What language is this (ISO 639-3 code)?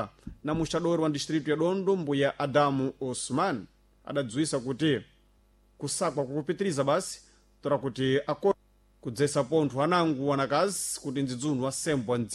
seh